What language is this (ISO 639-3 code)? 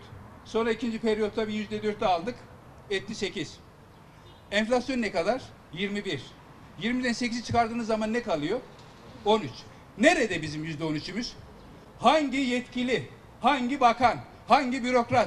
tur